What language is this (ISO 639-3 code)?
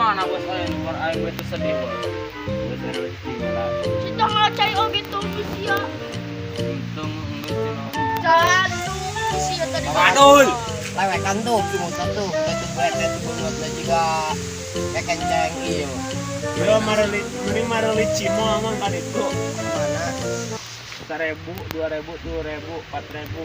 sun